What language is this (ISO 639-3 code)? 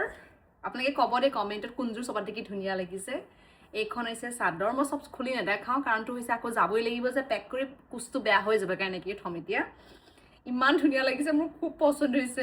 asm